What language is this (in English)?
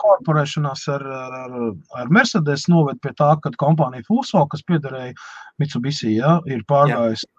Latvian